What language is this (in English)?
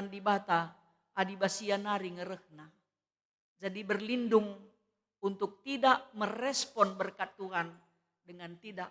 Batak Karo